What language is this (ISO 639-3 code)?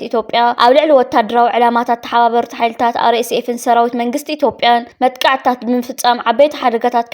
tir